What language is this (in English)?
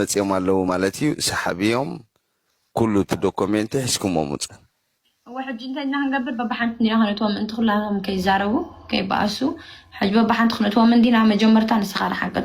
Tigrinya